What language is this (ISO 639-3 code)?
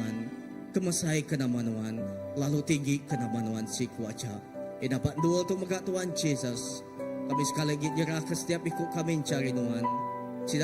iba